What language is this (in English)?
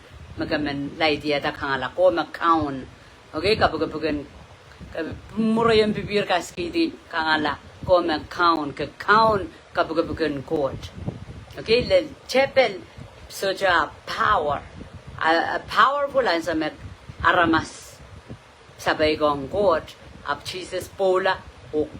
Pohnpeian